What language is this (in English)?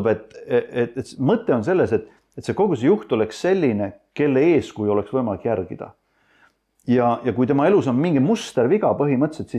Estonian